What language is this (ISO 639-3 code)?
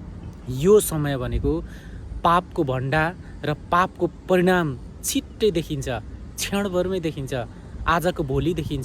nep